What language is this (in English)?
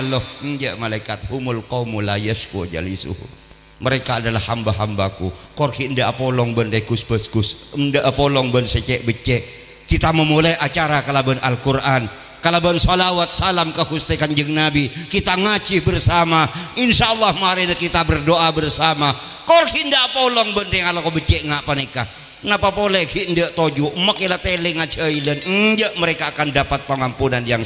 Madurese